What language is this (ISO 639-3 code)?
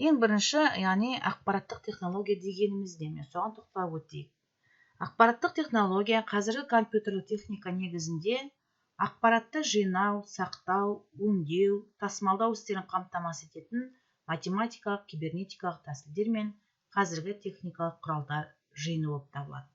kaz